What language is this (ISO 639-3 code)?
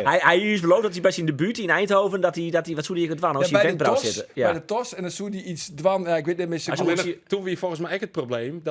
fry